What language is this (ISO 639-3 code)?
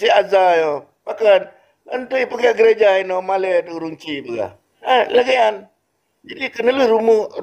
ace